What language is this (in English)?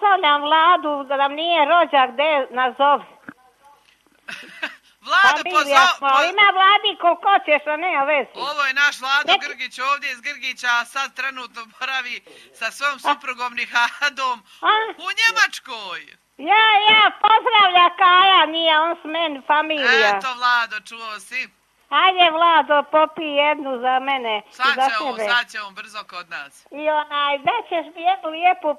Croatian